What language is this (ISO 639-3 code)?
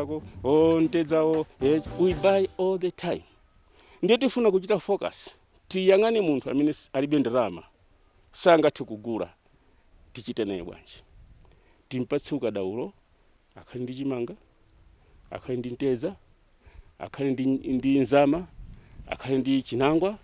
nya